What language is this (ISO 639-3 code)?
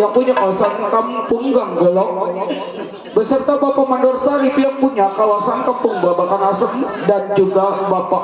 bew